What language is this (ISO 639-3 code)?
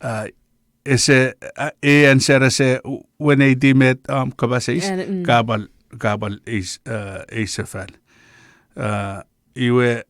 chk